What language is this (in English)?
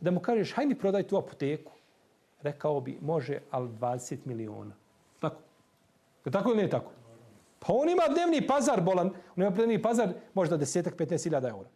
Bosnian